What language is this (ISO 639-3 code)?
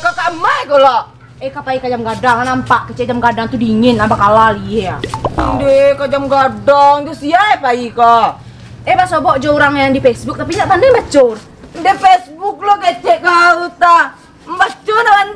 min